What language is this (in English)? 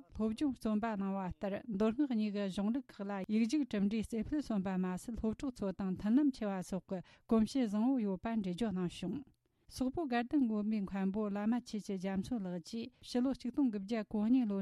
Tibetan